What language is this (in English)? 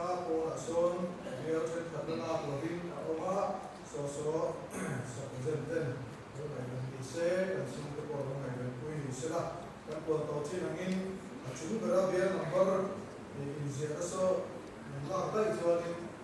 Mizo